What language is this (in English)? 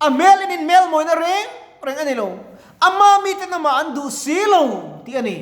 Mizo